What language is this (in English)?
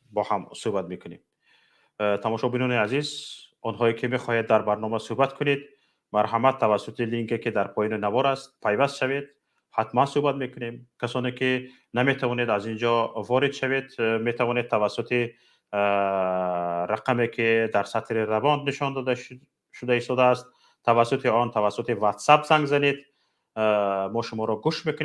Tajik